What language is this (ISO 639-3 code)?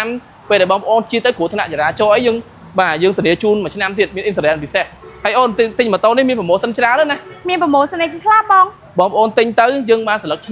khm